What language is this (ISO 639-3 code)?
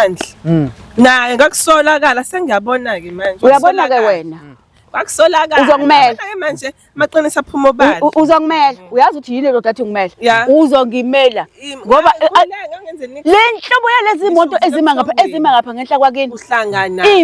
zul